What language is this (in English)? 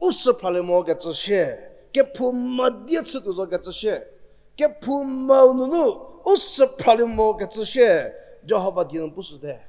Angami Naga